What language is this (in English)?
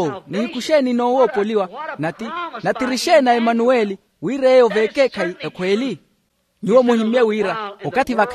Makhuwa